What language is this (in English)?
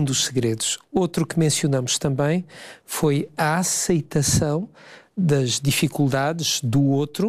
Portuguese